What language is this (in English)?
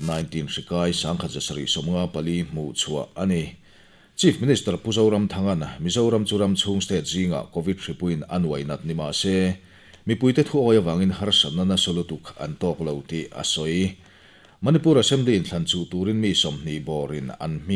Mizo